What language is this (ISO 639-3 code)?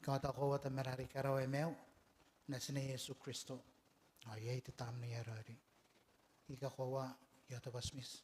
gil